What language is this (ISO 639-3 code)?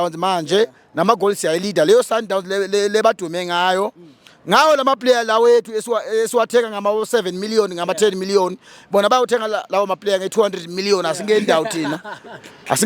zul